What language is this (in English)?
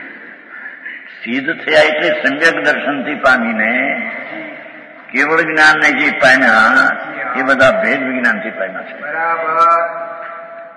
Gujarati